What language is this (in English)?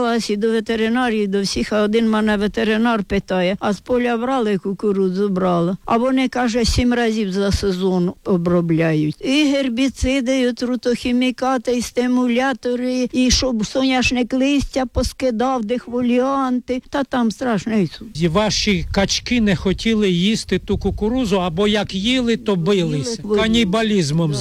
Ukrainian